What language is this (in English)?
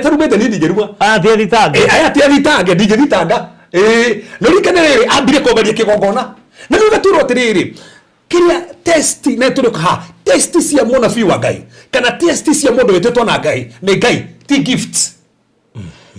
Kikuyu